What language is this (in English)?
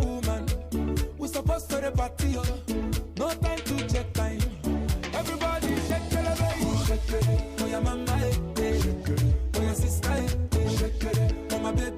Nyanja